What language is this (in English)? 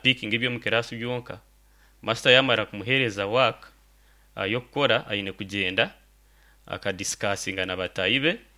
Nyankole